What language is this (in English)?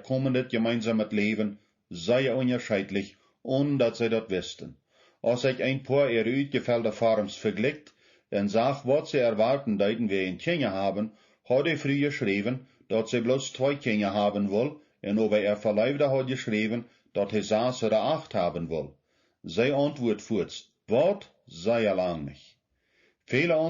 Plautdietsch